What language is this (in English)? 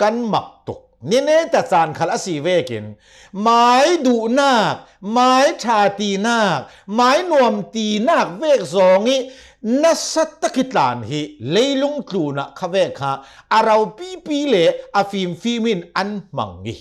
Hakha Chin